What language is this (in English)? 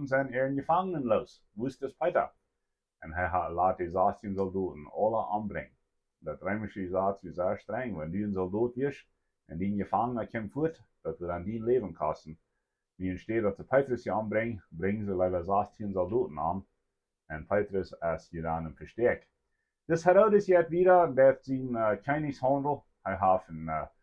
Plautdietsch